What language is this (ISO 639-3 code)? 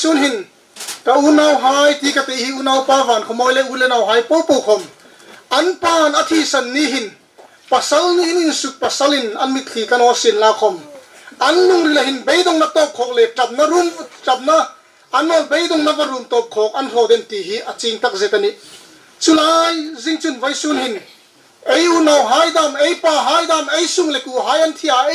hmr